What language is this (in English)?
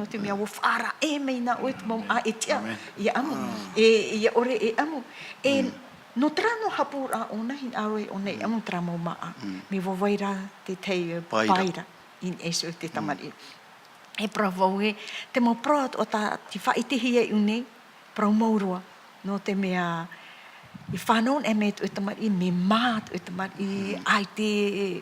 Tahitian